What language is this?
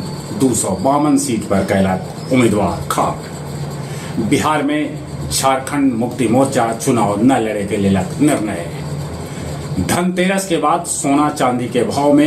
Magahi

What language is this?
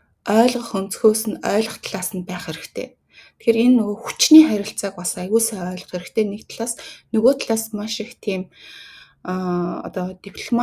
Mongolian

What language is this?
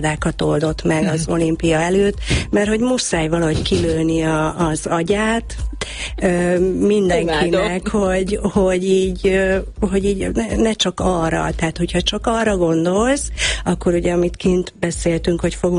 Hungarian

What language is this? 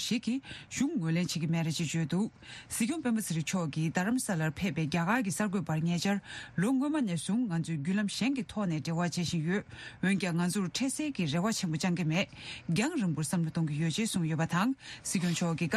Tibetan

